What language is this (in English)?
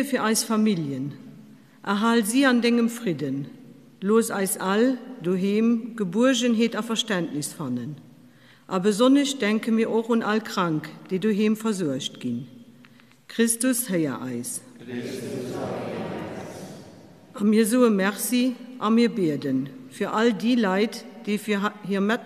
Luxembourgish